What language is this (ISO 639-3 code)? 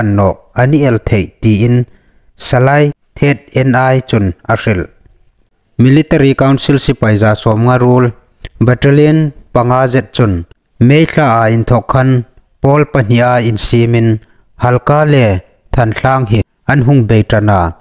hmr